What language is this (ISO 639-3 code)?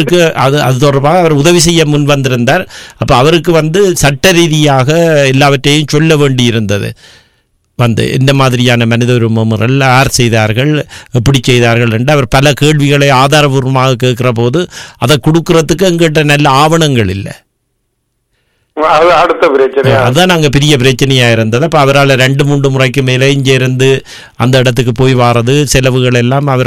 tam